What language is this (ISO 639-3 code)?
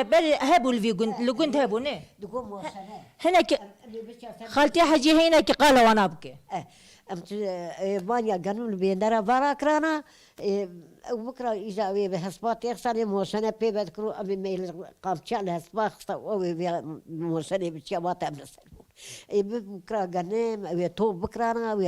kur